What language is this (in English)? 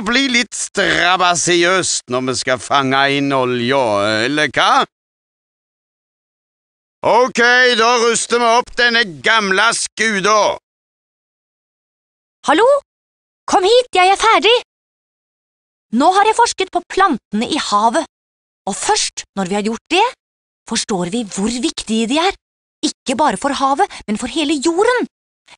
Norwegian